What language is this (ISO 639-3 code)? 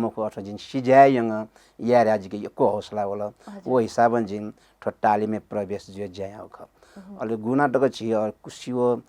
new